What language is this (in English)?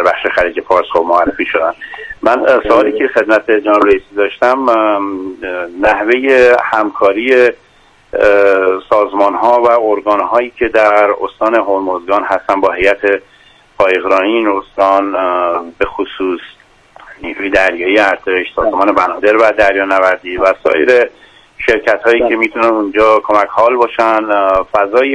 Persian